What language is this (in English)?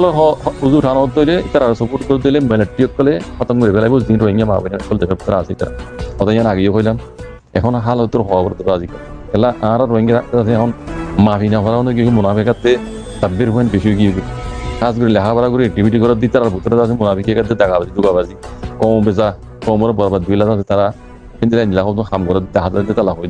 Rohingya